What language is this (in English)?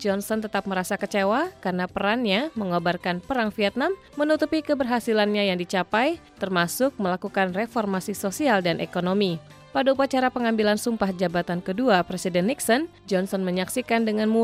Indonesian